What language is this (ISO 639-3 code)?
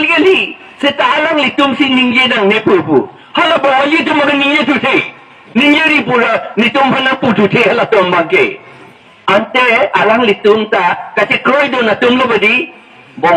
mjw